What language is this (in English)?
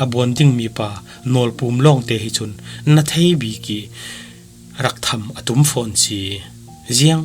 Falam Chin